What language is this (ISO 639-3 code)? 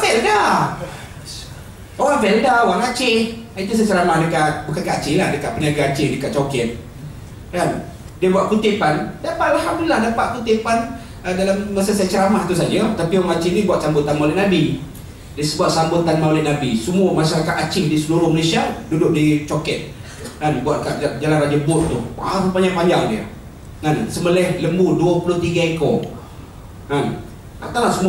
msa